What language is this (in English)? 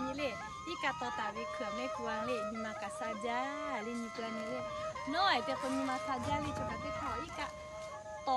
Lahu